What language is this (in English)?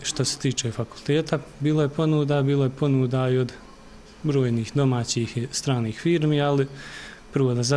Bosnian